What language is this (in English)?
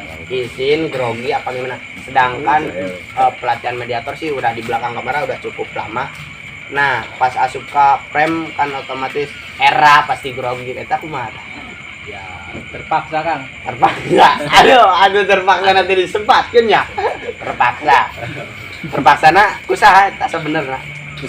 Sundanese